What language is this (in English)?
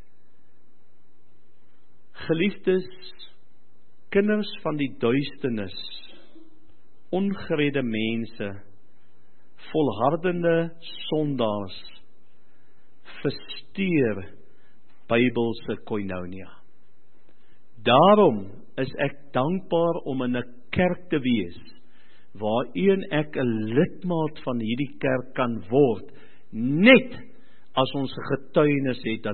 Afrikaans